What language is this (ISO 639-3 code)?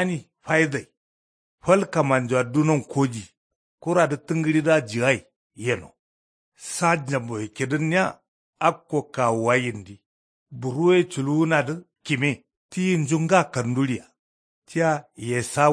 kau